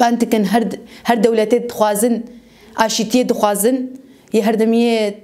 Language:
Kurdish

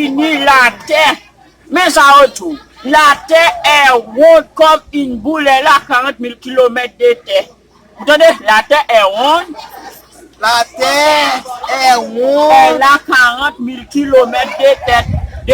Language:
Haitian Creole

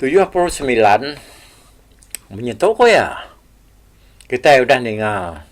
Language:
Iban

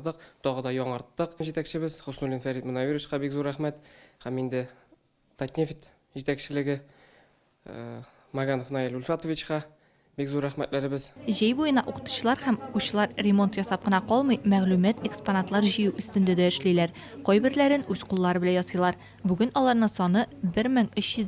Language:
Tatar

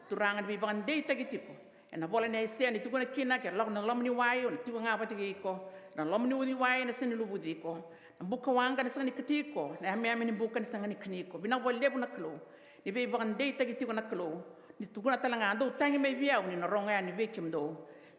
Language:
Fijian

